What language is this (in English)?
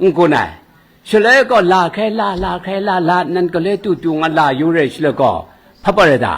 Kachin